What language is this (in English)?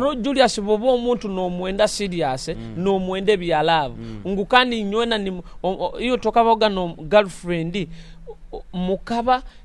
Nyoro